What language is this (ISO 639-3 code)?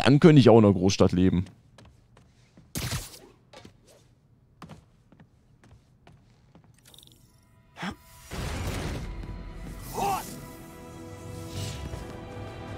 deu